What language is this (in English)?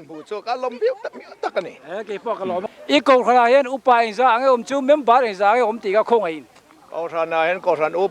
Mizo